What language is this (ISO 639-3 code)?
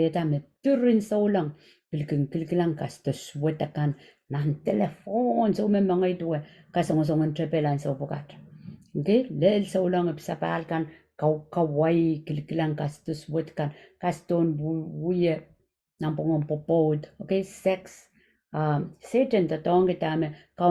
pon